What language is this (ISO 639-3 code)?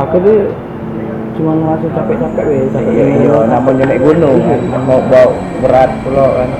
mui